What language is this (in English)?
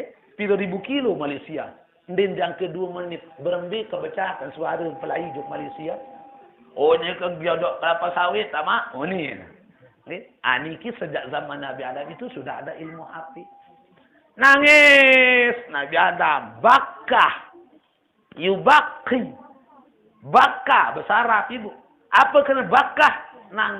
Sasak